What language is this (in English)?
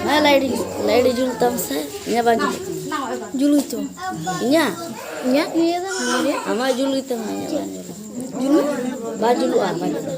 Santali